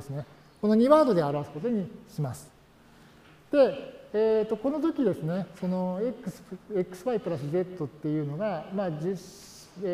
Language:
Japanese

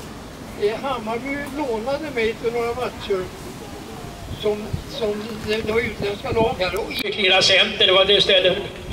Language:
Swedish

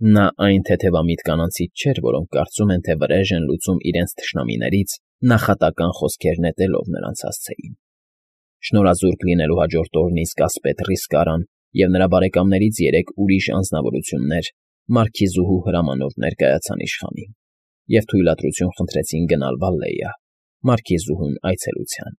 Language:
Armenian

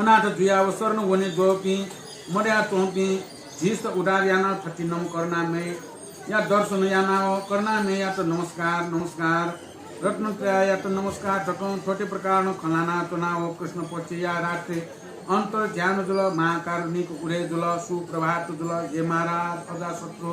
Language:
Newari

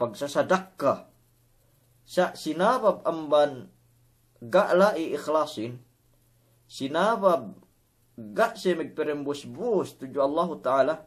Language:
Yakan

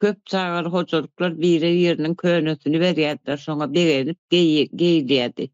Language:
Turkmen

